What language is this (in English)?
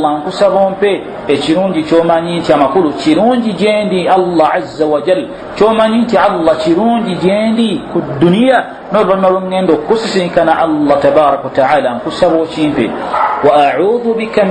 Ganda